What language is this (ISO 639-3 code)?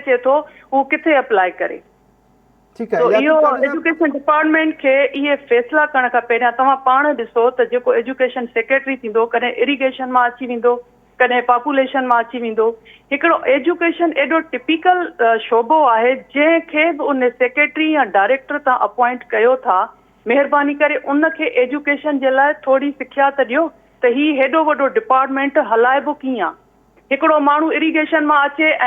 snd